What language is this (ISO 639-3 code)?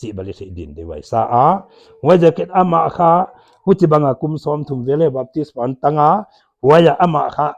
pck